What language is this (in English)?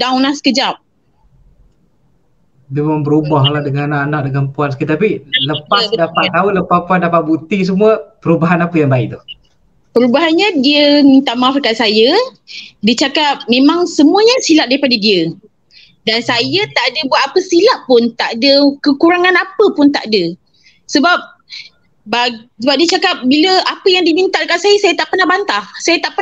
Malay